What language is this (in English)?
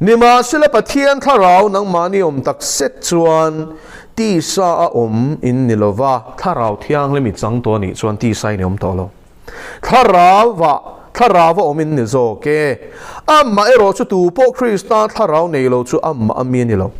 Mizo